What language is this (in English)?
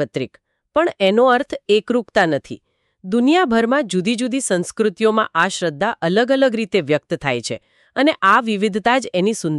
Gujarati